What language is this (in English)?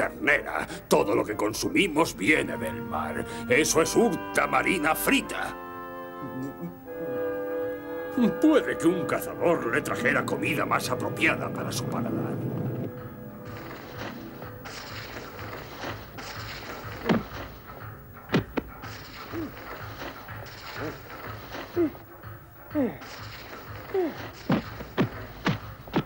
Spanish